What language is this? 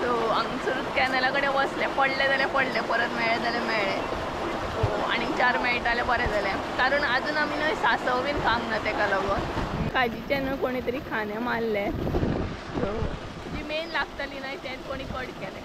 Konkani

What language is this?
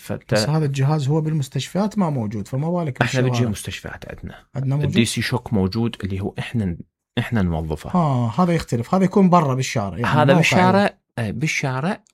Mesopotamian Arabic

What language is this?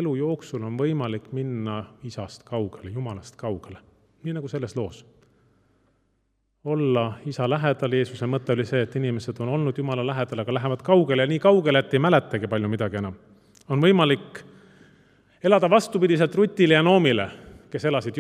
Estonian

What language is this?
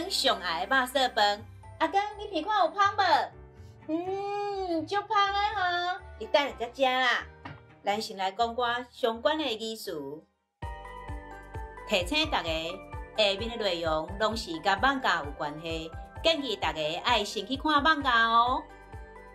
Min Nan Chinese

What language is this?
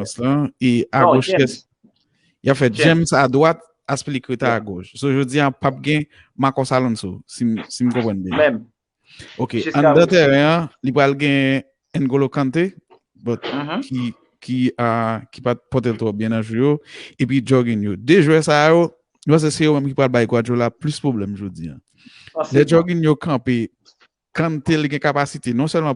Haitian Creole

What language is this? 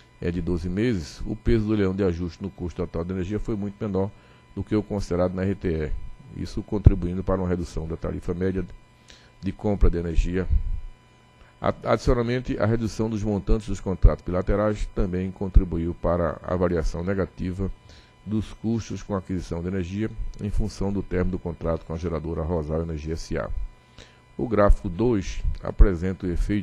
Portuguese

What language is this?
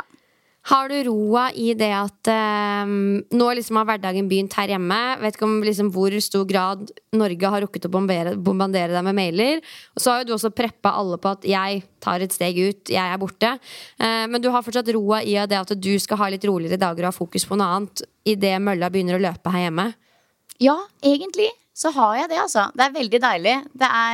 Norwegian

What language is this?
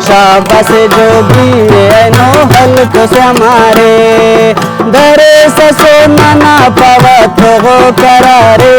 Brahui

